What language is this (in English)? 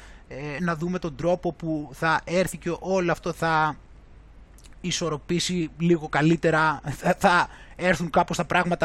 Greek